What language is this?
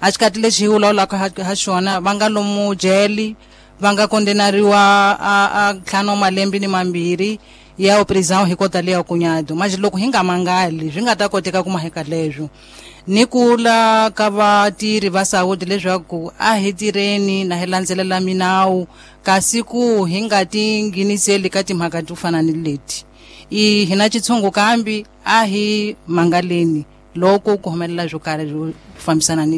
Tsonga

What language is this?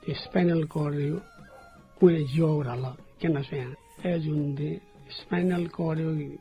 Newari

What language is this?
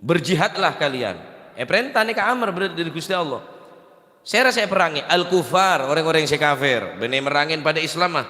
Madurese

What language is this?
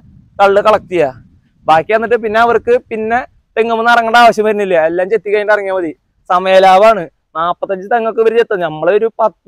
Malayalam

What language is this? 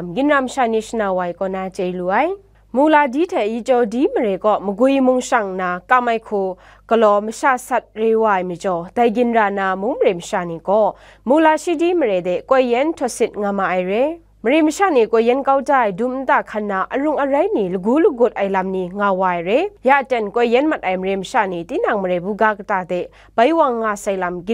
Kachin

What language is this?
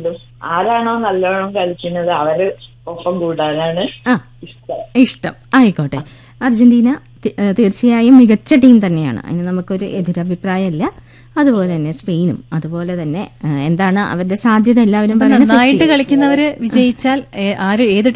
Malayalam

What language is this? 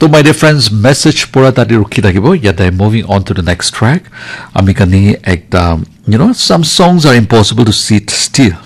Naga Pidgin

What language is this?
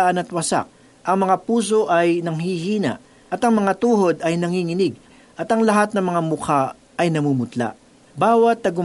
Filipino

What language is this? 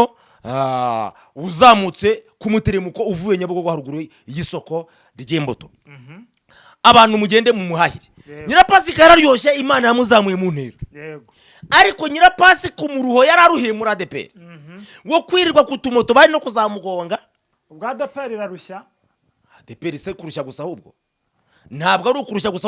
Kinyarwanda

